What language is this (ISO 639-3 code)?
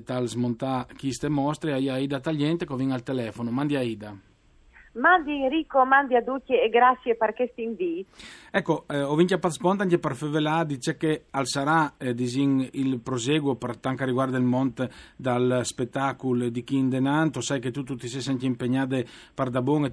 fur